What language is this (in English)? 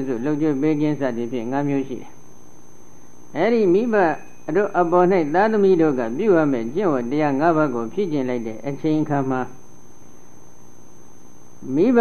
Burmese